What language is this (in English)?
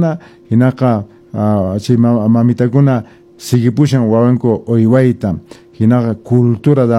Quechua